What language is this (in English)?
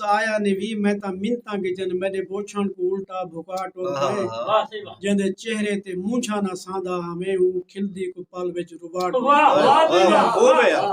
Saraiki